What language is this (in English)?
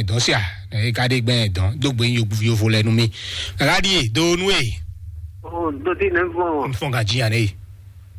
Fon